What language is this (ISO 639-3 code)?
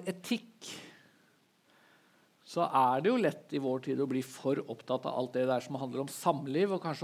nor